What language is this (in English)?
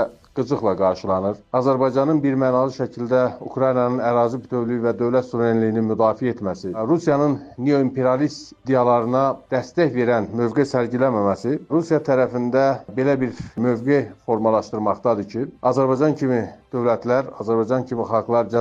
Azerbaijani